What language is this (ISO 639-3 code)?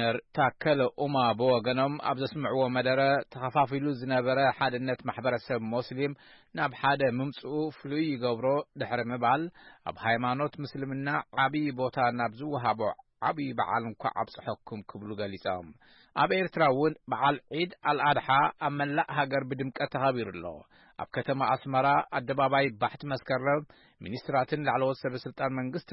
tir